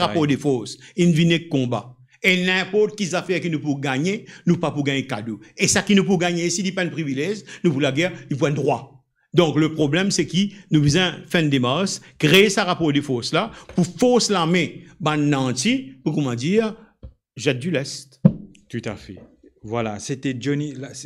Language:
Morisyen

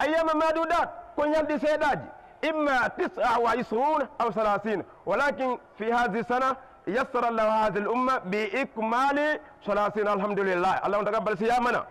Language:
Fula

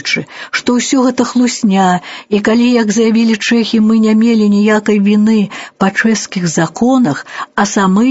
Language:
Belarusian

